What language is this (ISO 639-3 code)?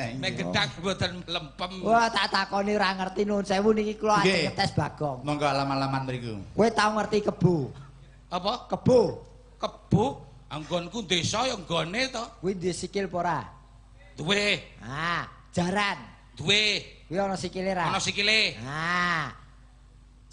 jav